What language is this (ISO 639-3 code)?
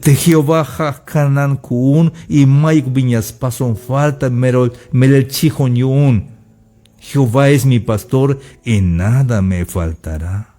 tzh